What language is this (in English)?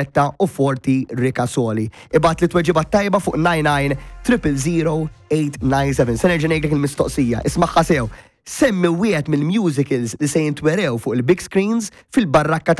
Maltese